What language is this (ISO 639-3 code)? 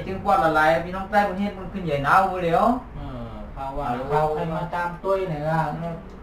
shn